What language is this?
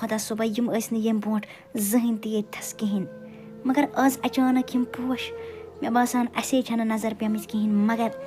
Kashmiri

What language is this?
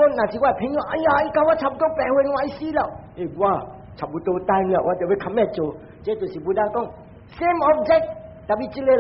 Min Nan Chinese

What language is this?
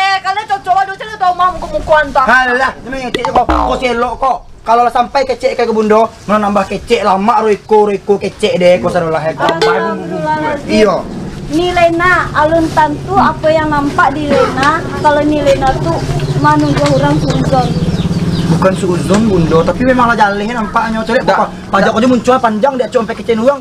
Minangkabau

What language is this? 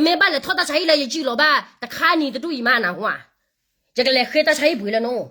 S'gaw Karen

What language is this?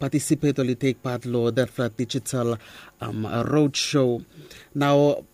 Bislama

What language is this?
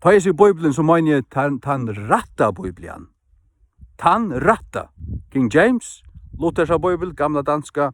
Faroese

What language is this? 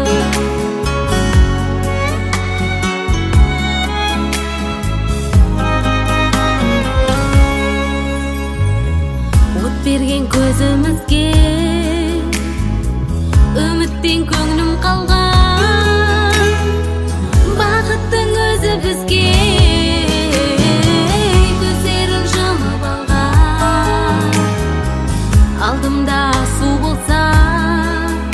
Kazakh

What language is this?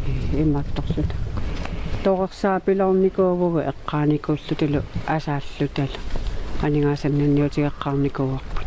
Kalaallisut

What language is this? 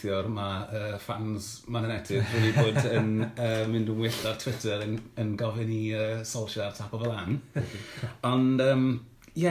Welsh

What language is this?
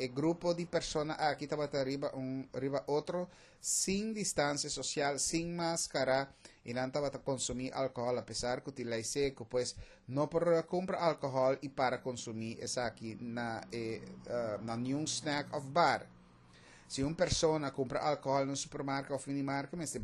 Papiamento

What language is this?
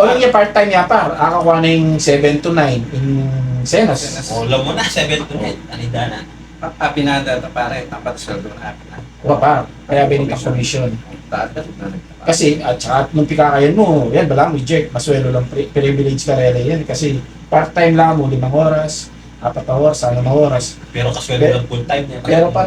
Pampanga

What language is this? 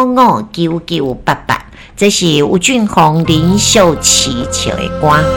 Min Nan Chinese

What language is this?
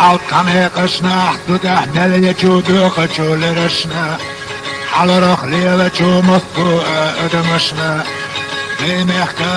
Chechen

